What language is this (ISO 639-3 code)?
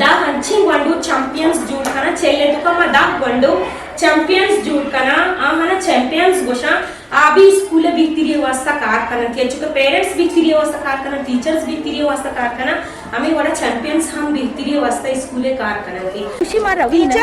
bgp